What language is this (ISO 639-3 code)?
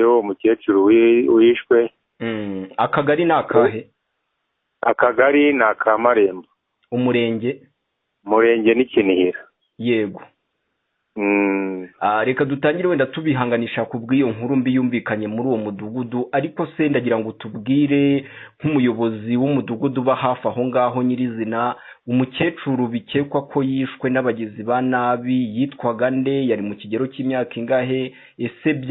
kin